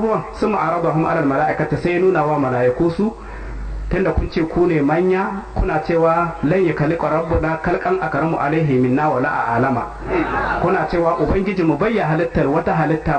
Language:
Hausa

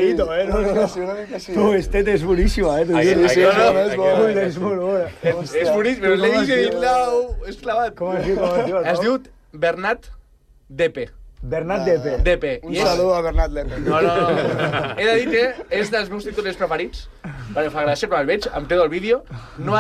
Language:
Catalan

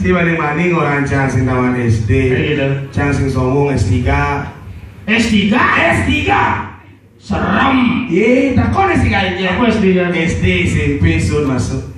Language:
Balinese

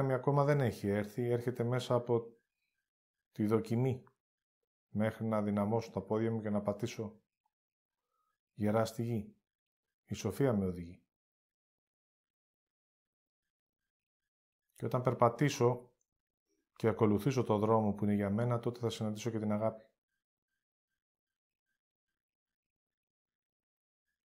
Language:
Greek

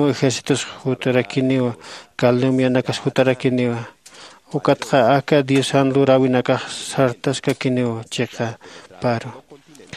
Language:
Aymara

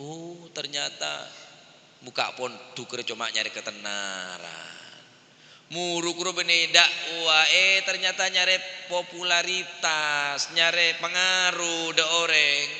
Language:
Madurese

